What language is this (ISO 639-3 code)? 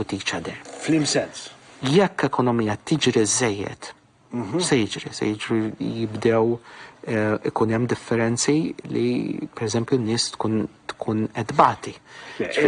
mlt